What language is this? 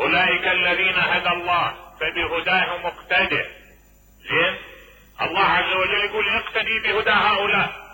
Mesopotamian Arabic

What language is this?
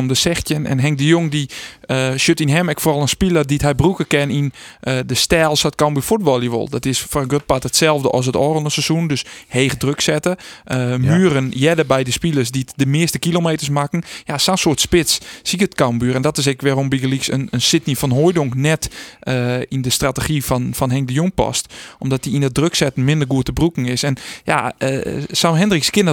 Western Frisian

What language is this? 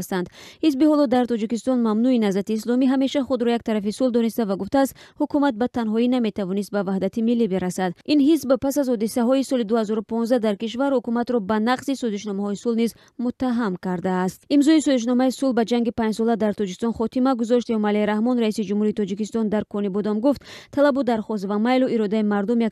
Tajik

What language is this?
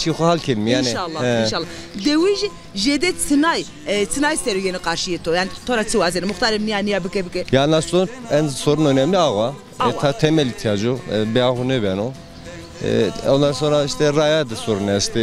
Zaza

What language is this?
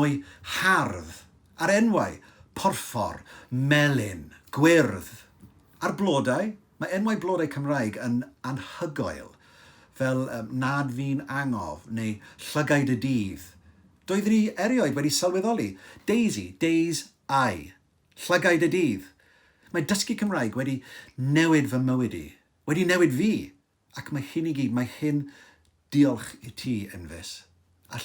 Welsh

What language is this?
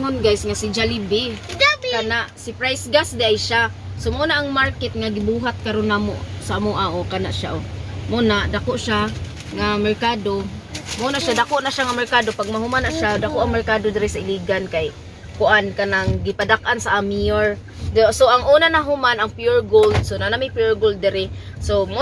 Cebuano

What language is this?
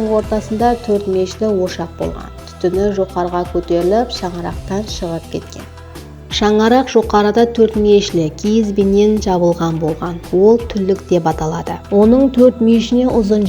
Kara-Kalpak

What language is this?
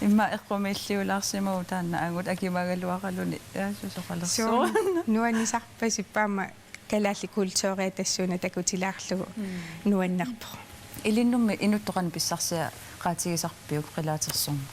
Kalaallisut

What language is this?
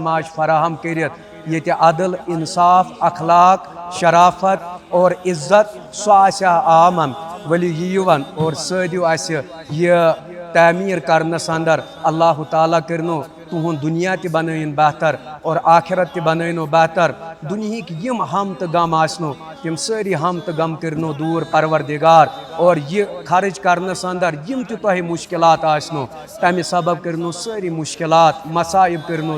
Kashmiri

